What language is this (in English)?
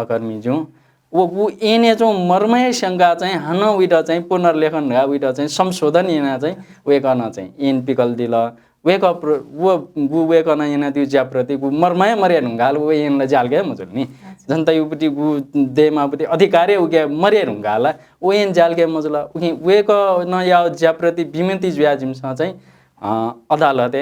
Newari